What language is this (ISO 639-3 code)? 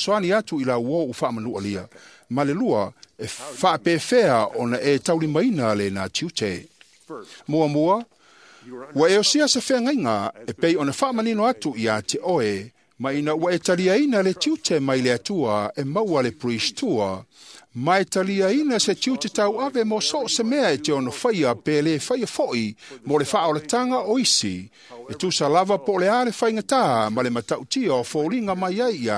smo